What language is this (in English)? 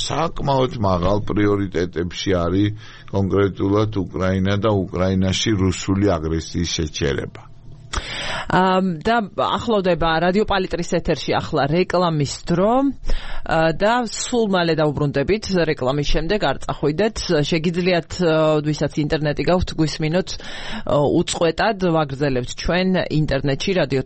Georgian